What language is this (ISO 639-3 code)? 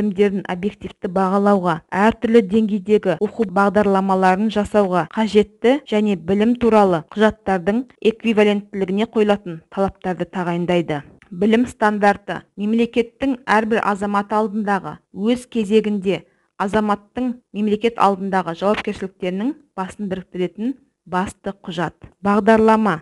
kaz